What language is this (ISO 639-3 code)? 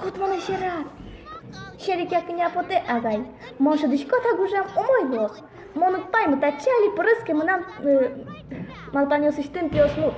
udm